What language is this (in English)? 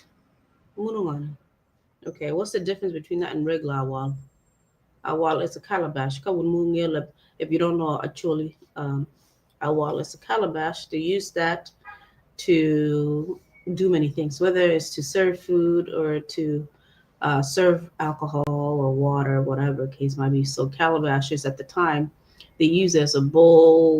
Acoli